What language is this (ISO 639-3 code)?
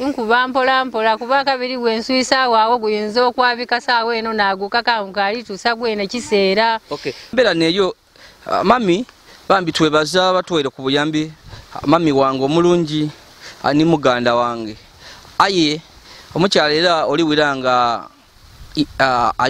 lug